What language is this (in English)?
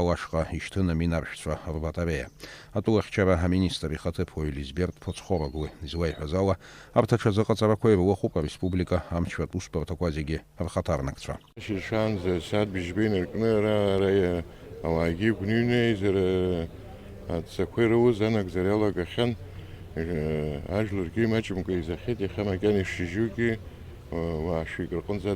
Abkhazian